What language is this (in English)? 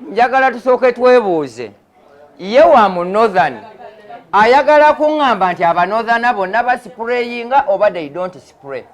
Ganda